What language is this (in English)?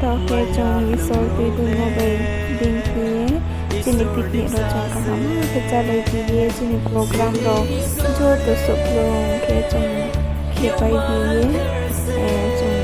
Riang (India)